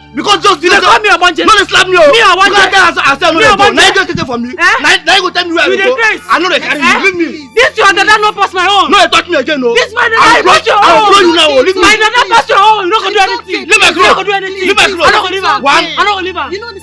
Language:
Nigerian Pidgin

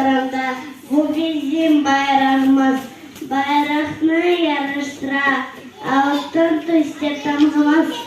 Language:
Crimean Tatar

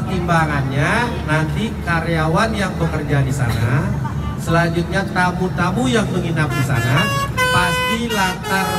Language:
Indonesian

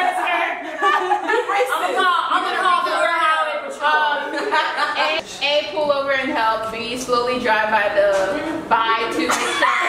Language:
English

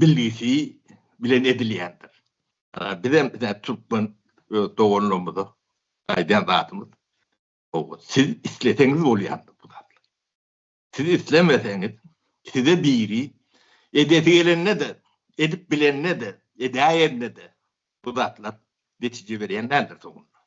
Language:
Turkmen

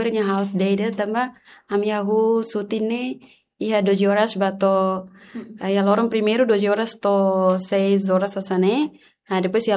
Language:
Tetum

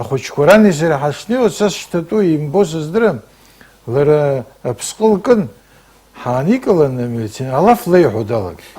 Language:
Abkhazian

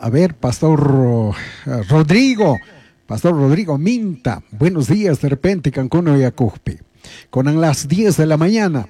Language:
Chimborazo Highland Quichua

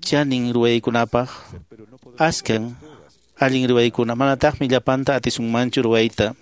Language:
Quechua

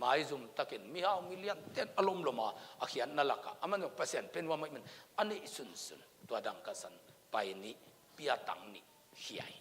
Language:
Tedim Chin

